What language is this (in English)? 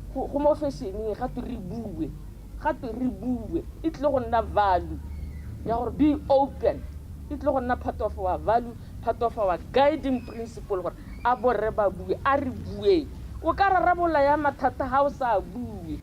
Tswana